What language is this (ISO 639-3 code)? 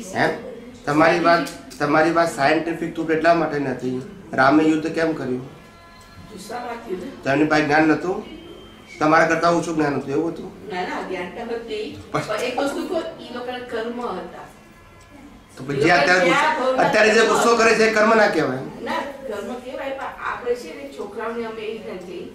guj